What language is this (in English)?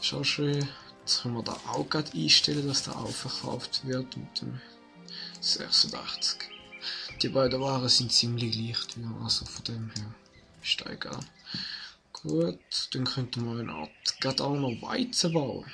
Swiss German